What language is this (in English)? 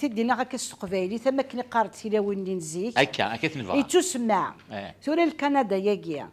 Kabyle